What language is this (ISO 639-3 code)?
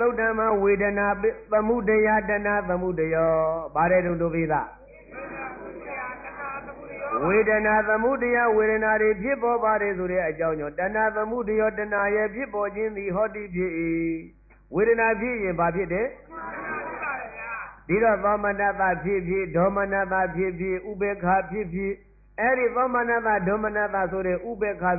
mya